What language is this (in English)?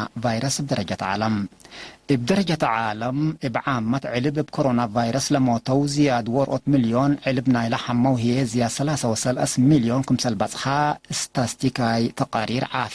Tigre